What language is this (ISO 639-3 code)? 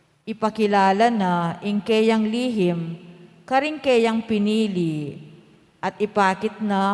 pam